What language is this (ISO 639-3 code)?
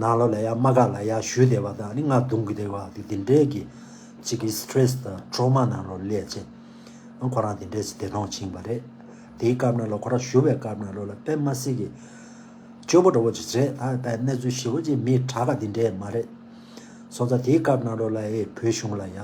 bod